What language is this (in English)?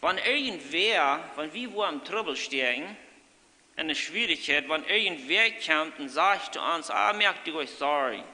Plautdietsch